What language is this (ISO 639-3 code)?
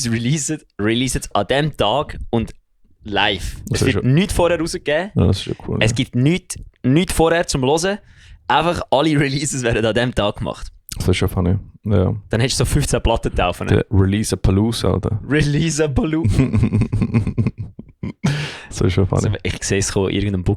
gsw